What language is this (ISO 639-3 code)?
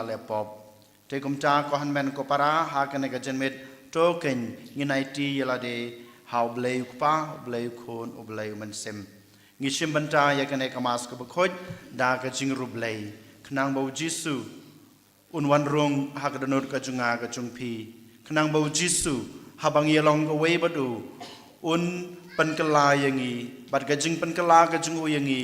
kha